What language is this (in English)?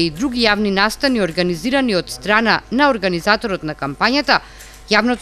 Macedonian